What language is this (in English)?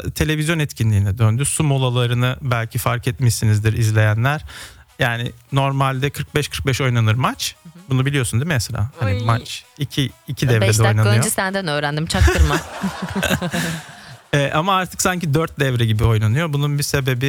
Turkish